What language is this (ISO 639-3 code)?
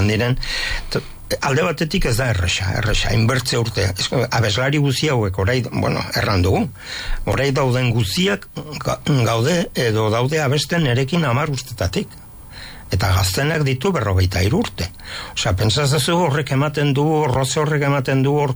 eus